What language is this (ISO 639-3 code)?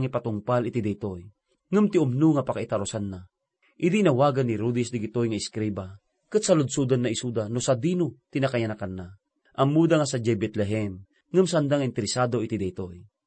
ilo